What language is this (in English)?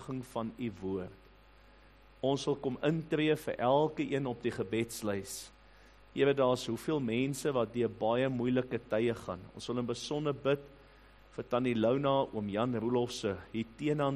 Afrikaans